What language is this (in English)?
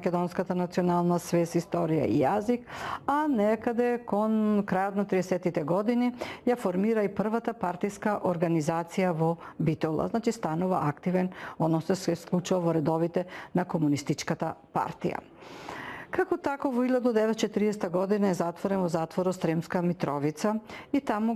Macedonian